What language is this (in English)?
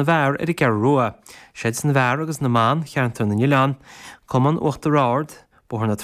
Irish